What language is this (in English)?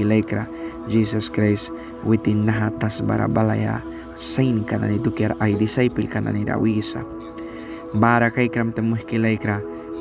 Mískito